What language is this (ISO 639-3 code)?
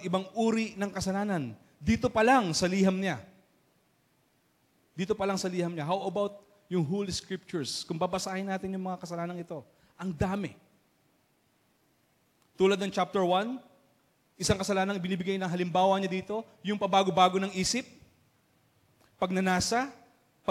fil